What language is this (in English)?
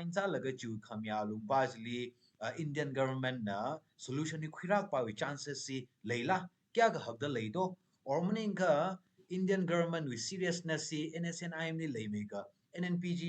Tangkhul Naga (India)